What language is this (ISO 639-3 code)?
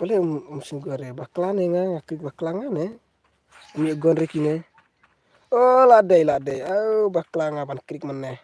kha